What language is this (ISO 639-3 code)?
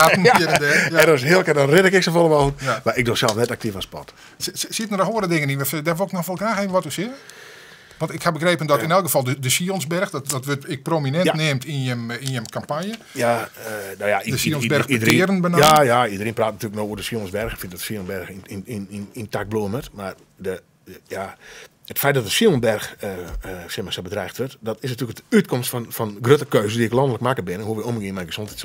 fry